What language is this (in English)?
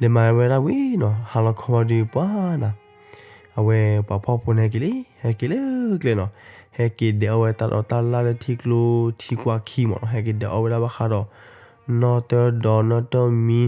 S'gaw Karen